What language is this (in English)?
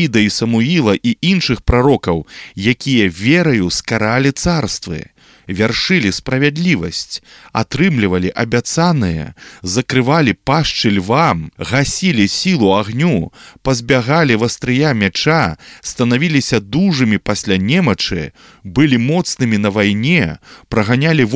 Belarusian